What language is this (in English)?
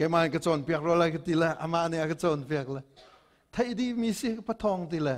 Hakha Chin